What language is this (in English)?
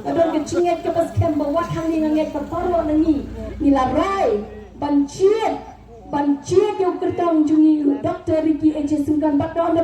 Khasi